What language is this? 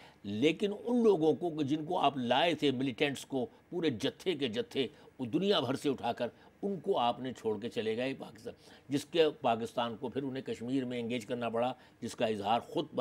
Urdu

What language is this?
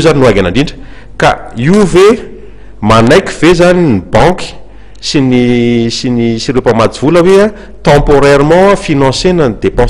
Malagasy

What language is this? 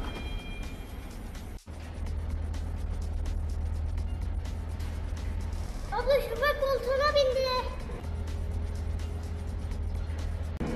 Turkish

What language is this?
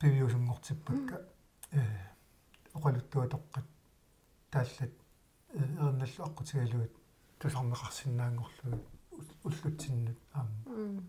Kalaallisut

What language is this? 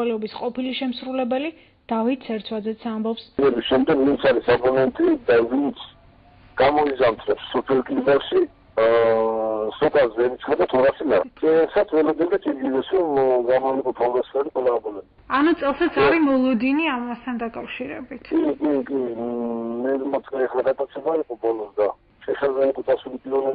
Georgian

